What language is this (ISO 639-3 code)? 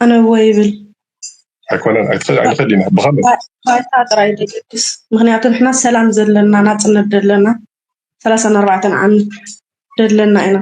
tir